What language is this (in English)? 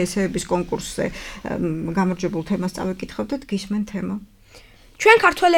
Georgian